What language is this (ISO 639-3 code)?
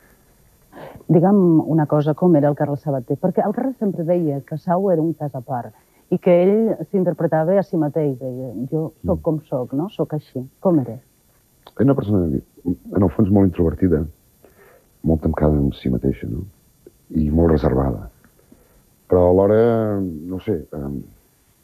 cat